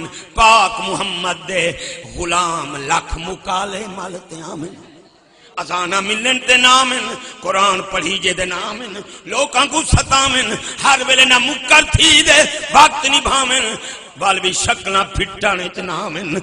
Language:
Saraiki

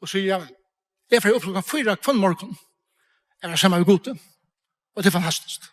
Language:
Faroese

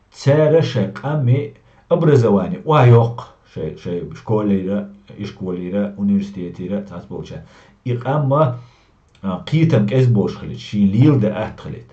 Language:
Chechen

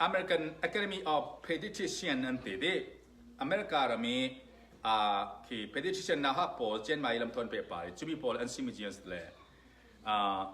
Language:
Falam Chin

